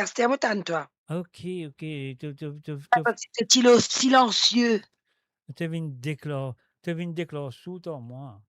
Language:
Morisyen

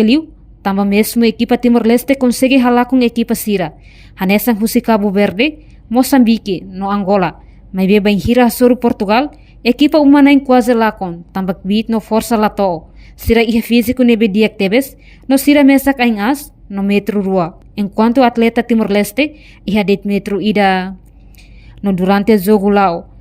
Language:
Tetum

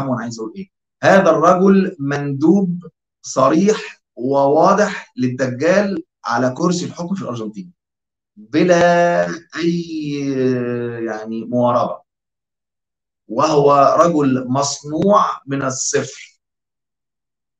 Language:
Egyptian Arabic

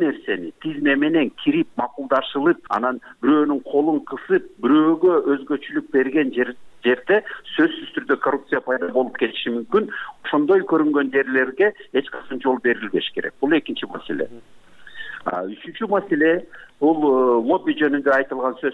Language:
Kyrgyz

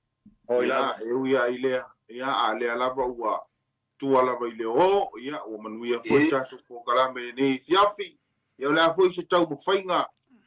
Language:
Samoan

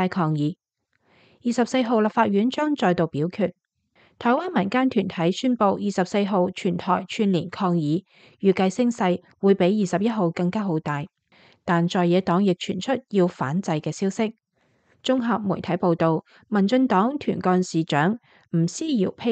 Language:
Cantonese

